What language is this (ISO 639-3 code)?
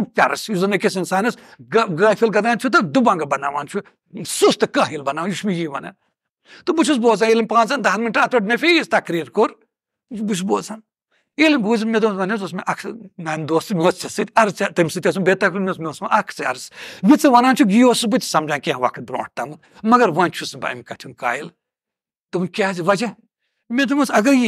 kas